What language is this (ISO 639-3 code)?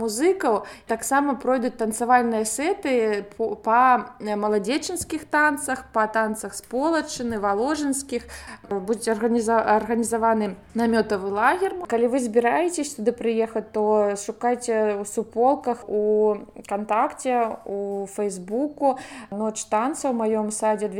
bel